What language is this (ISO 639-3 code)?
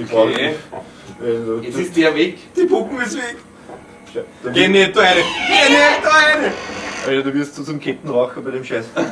bar